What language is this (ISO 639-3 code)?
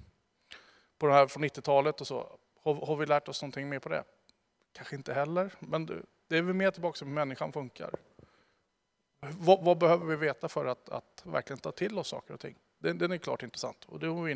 swe